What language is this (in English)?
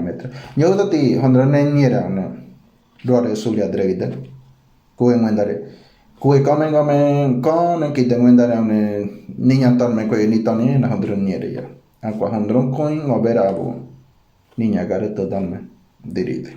Ngäbere